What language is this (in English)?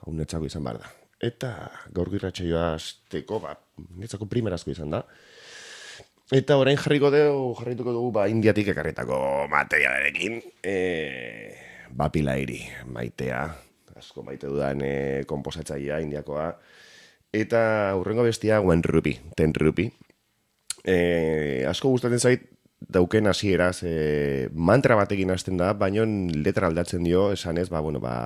Basque